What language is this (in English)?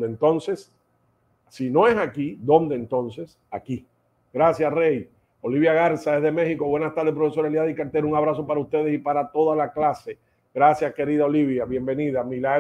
Spanish